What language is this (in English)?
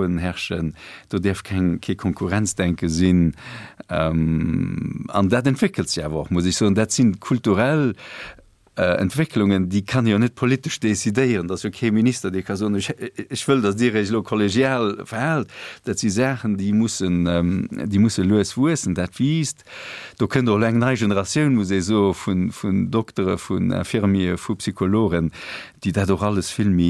Luxembourgish